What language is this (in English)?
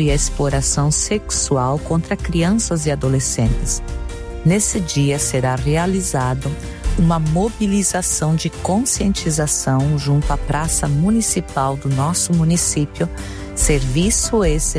Portuguese